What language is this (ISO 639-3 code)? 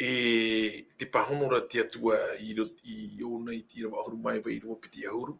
tah